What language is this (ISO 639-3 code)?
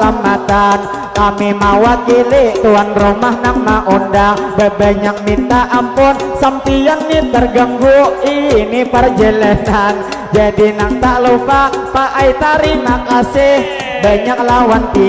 bjn